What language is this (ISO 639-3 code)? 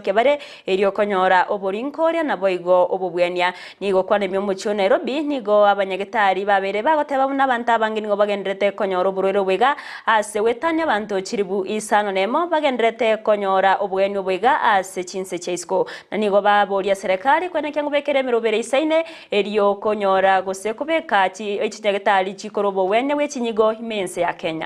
guz